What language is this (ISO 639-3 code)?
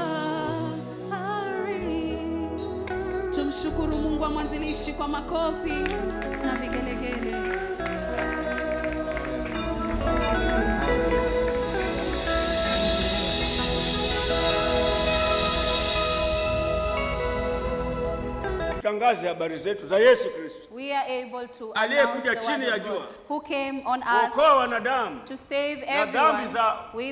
swa